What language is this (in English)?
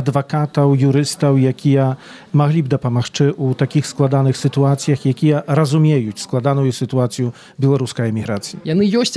Belarusian